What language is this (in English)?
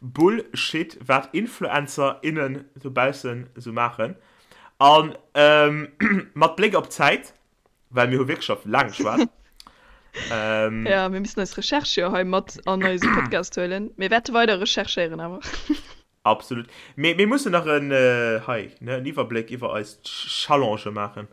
Luxembourgish